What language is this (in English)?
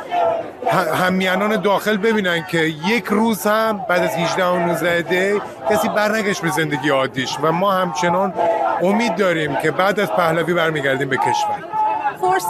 Persian